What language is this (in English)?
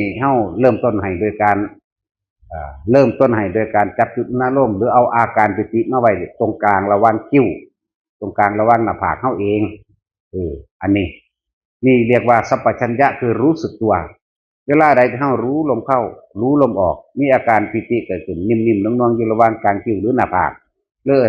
Northeastern Thai